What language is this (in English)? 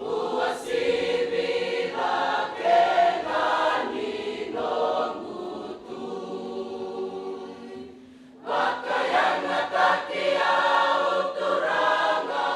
Fijian